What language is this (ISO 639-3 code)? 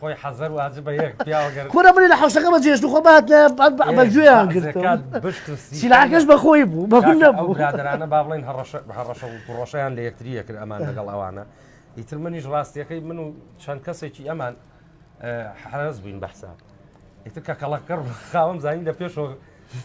ckb